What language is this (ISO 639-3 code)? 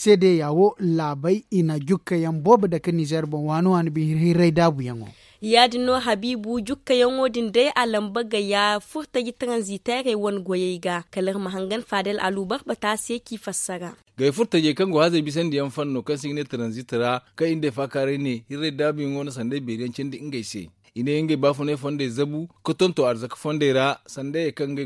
dje